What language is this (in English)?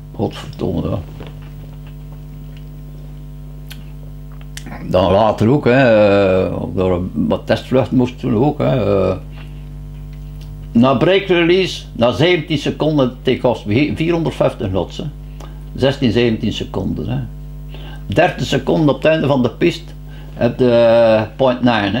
Dutch